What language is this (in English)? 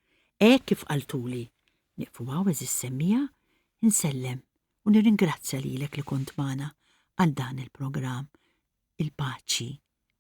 Maltese